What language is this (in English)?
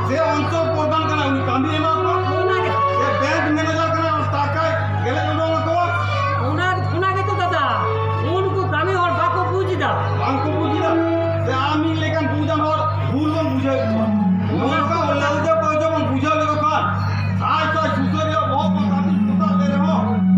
Santali